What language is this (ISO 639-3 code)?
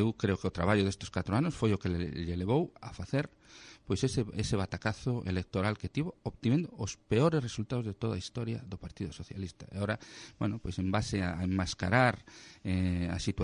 glg